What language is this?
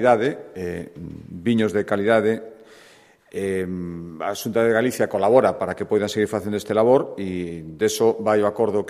Galician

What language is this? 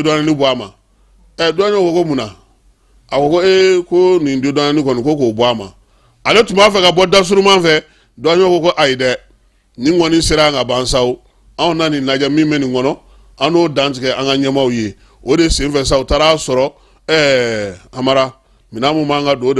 Bambara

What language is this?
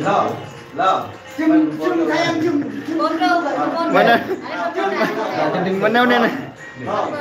Sasak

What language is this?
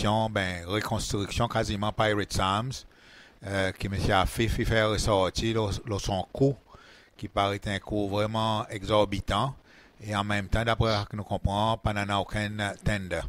Seselwa Creole French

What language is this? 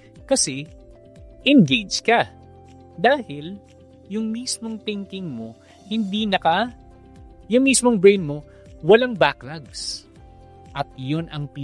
Filipino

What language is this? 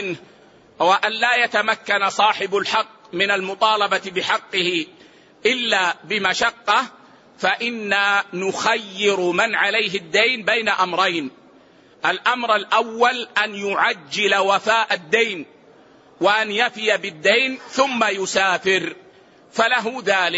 Arabic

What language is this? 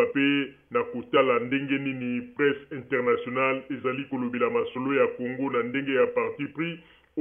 Lingala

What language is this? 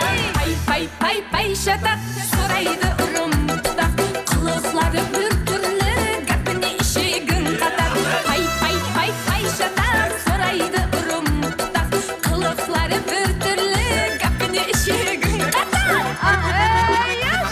Kara-Kalpak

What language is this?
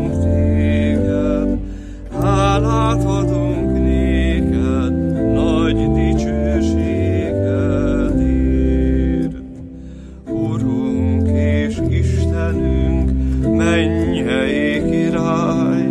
Hungarian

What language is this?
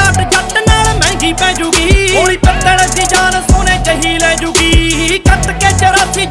Punjabi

